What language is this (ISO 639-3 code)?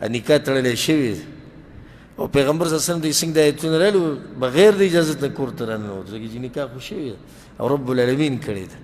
pus